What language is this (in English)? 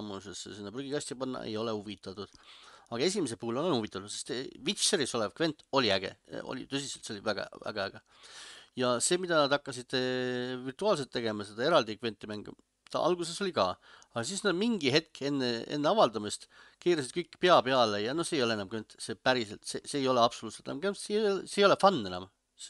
Estonian